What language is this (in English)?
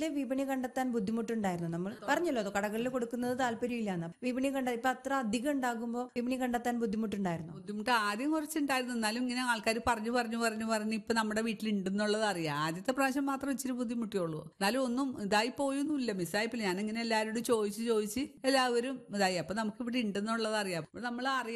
Malayalam